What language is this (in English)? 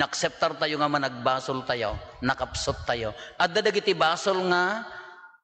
Iloko